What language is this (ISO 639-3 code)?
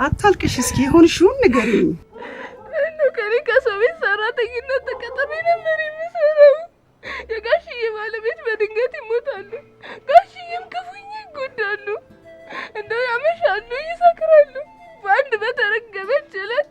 amh